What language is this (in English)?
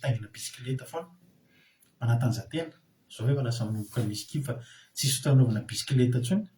Malagasy